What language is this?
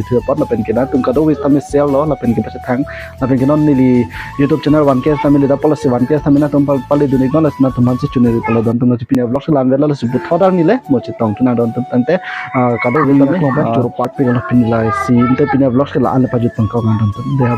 Karbi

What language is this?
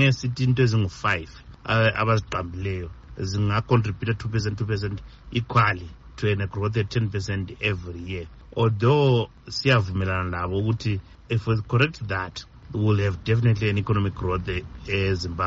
North Ndebele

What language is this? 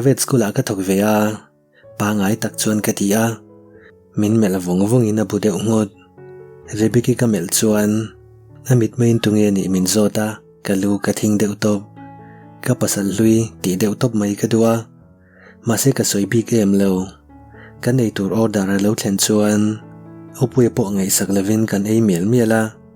Mizo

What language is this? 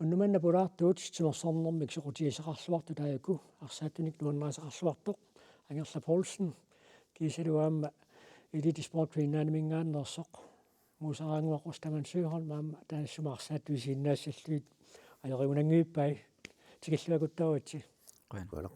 Kalaallisut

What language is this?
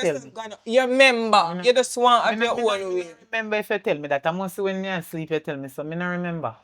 Jamaican Creole English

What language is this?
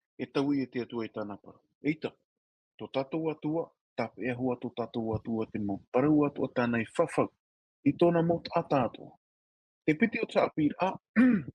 Tahitian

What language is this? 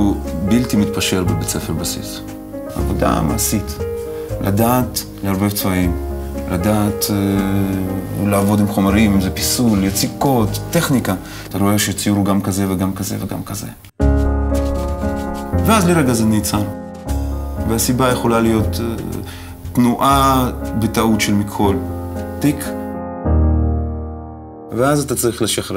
Hebrew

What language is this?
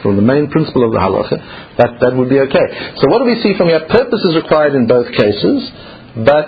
English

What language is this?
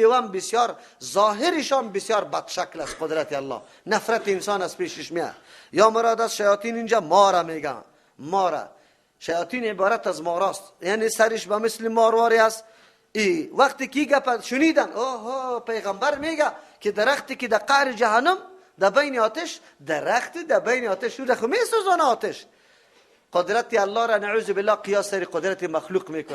Persian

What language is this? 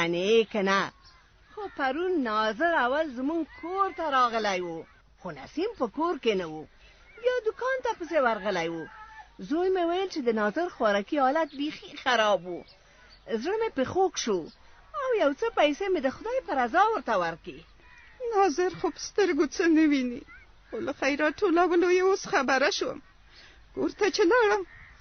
Pashto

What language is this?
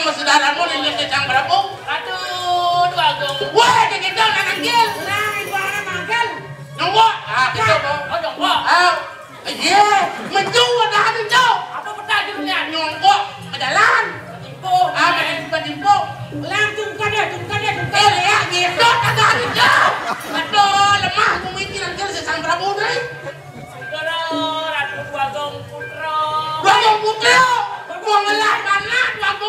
Balinese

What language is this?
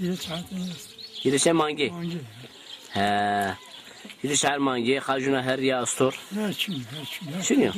Zaza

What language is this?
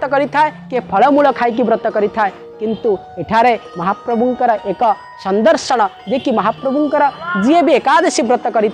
Odia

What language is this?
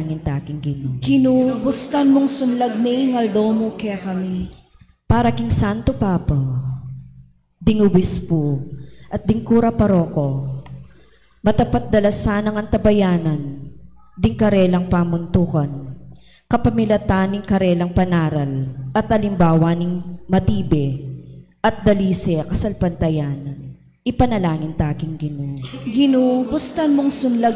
Pampanga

